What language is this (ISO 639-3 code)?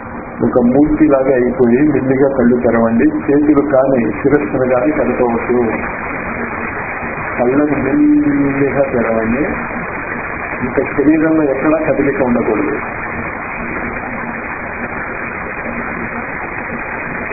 tel